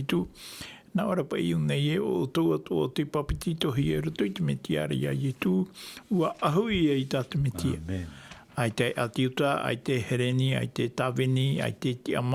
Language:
Tahitian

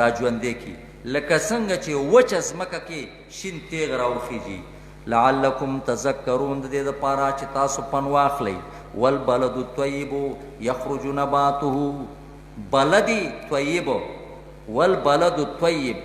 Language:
Pashto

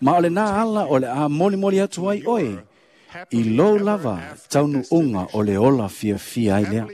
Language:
Samoan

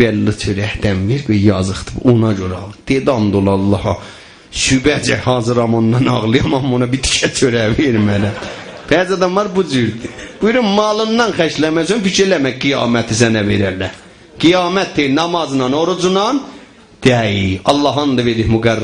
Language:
South Azerbaijani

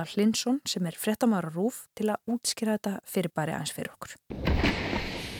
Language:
Icelandic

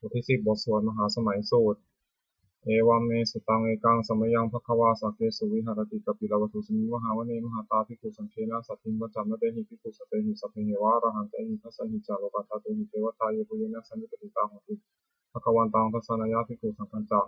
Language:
Pali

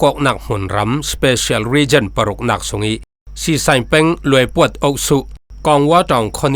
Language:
Falam Chin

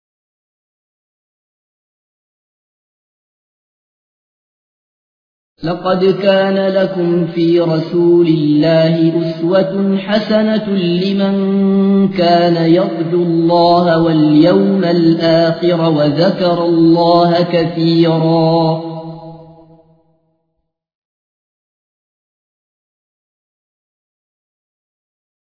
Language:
Arabic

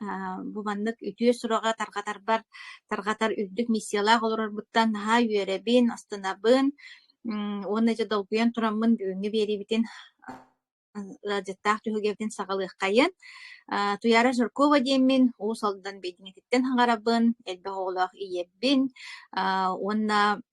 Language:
Yakut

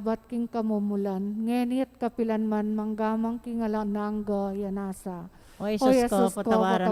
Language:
Pampanga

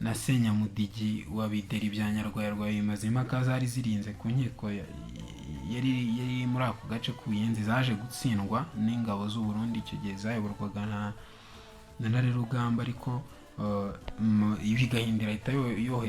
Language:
Kinyarwanda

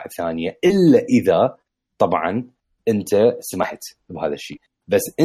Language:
Mesopotamian Arabic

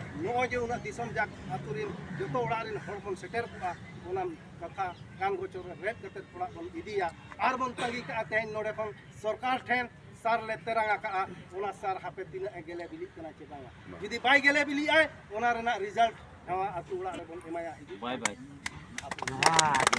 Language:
Santali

